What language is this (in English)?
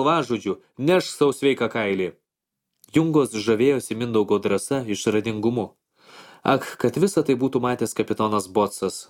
Lithuanian